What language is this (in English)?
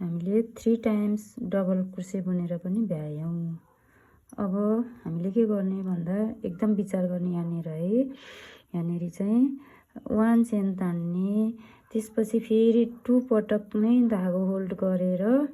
Nepali